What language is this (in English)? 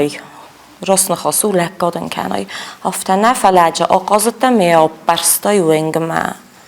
Ossetic